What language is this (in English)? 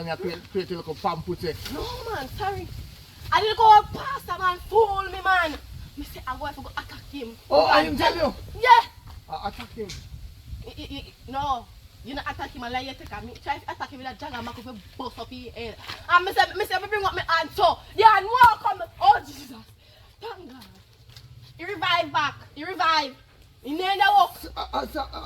Jamaican Creole English